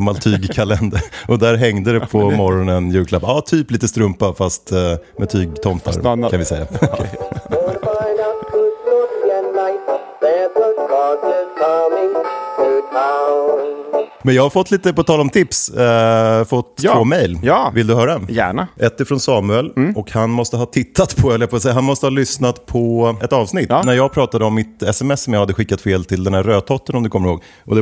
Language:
Swedish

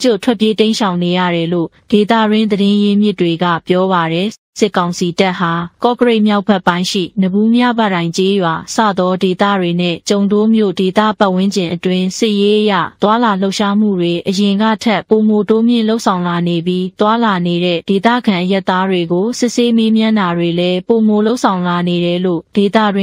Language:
Burmese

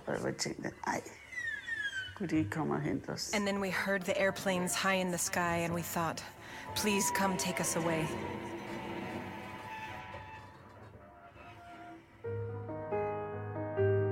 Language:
Danish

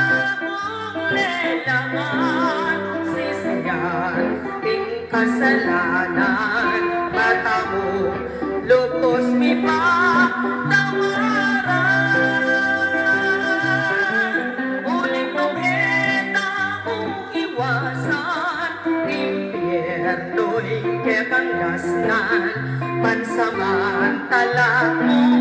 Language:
Pampanga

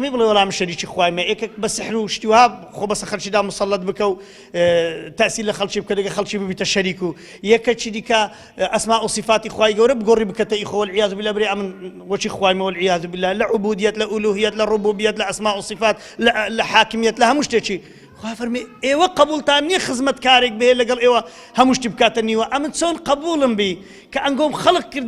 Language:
Central Kurdish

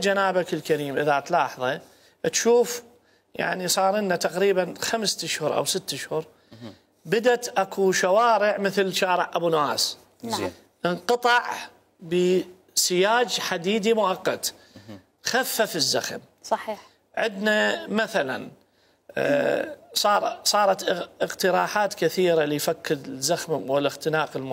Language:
Mesopotamian Arabic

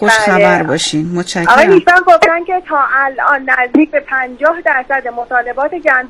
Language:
Persian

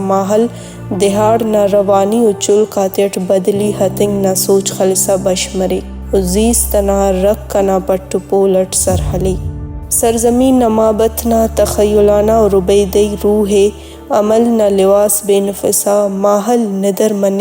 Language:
Brahui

